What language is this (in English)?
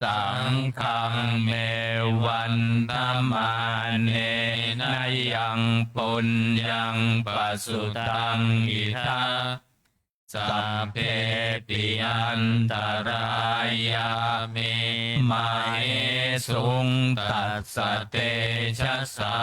Pali